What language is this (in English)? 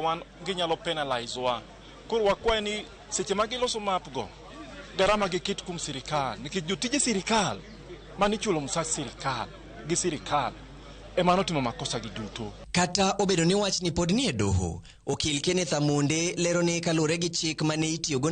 Luo (Kenya and Tanzania)